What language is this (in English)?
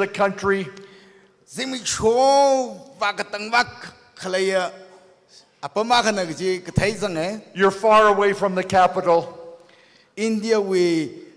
Tangkhul Naga (India)